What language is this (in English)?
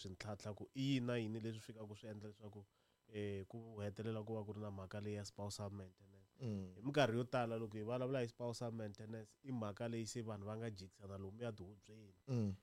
Tsonga